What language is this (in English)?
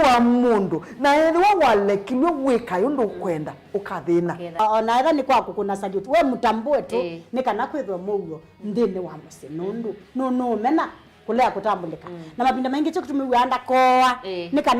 Kamba